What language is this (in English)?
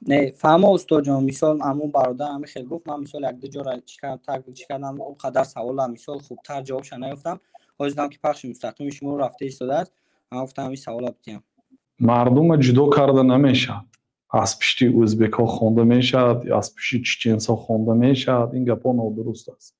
Tajik